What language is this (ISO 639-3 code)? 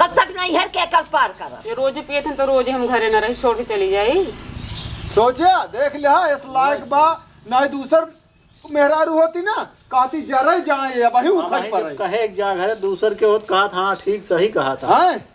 awa